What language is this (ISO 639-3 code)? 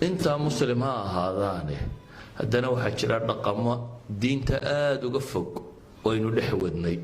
som